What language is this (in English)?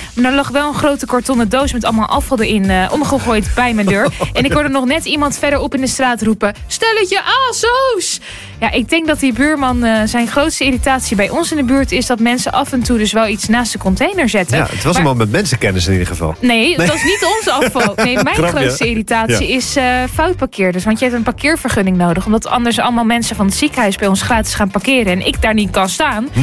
Dutch